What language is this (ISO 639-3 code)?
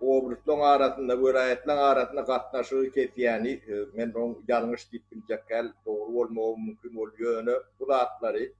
tuk